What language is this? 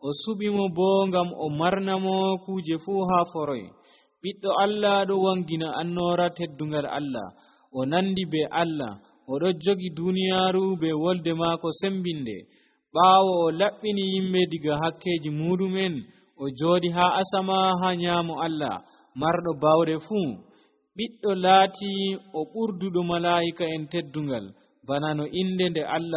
Nigerian Fulfulde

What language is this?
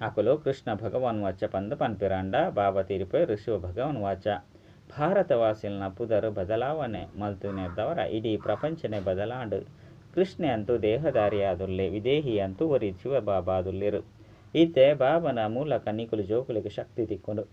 Tulu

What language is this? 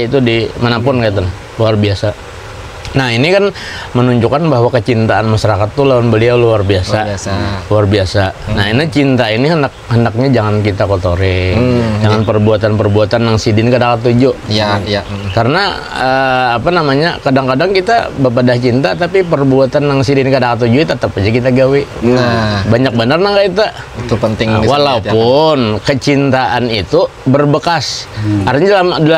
Banjar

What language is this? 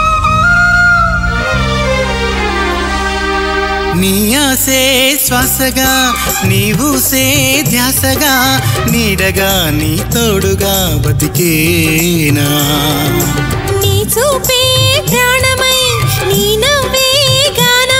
Telugu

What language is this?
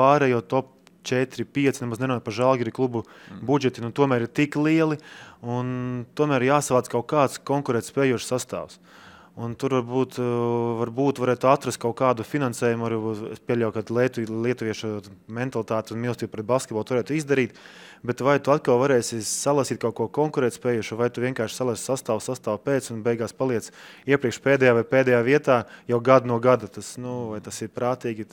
Latvian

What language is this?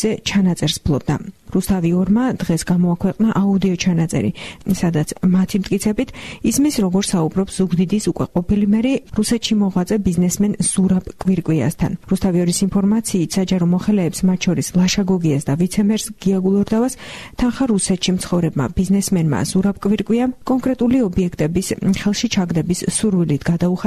Georgian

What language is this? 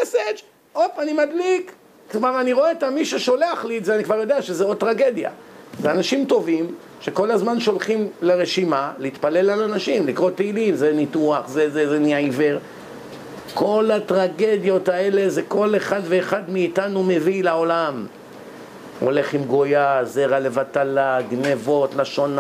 Hebrew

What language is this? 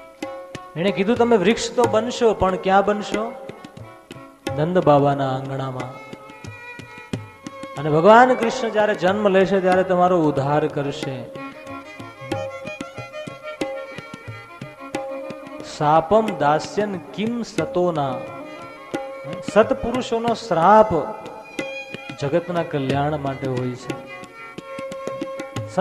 Gujarati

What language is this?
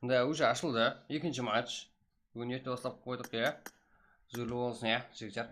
Kara-Kalpak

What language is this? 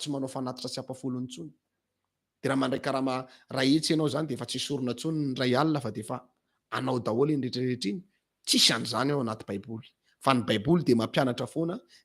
Malagasy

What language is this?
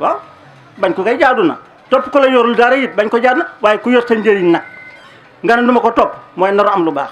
Wolof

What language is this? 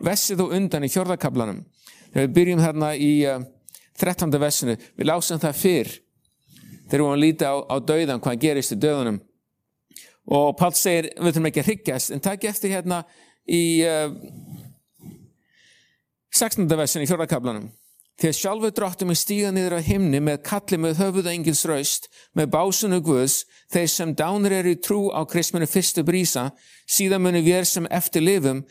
Icelandic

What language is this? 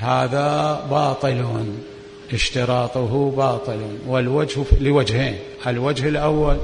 Mesopotamian Arabic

